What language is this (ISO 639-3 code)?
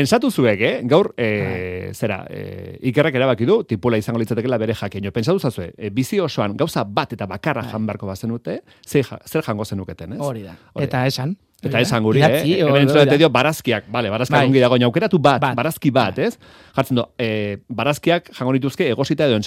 eus